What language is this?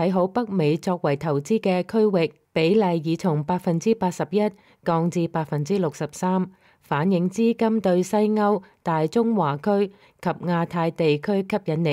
Cantonese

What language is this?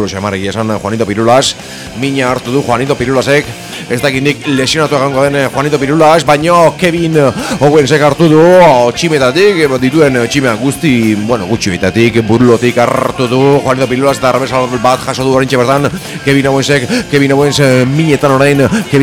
Basque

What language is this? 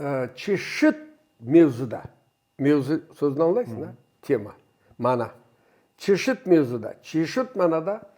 Crimean Tatar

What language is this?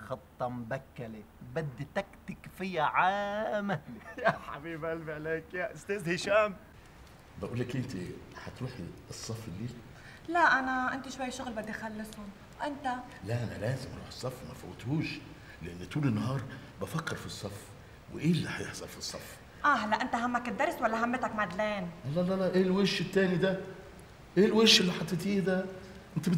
North Levantine Arabic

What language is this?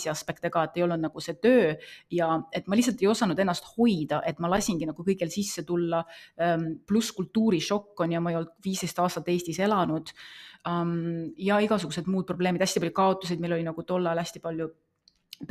Estonian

